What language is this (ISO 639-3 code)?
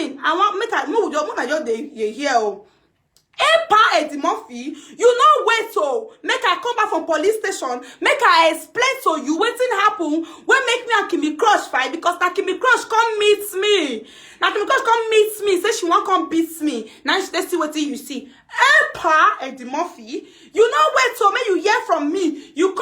pcm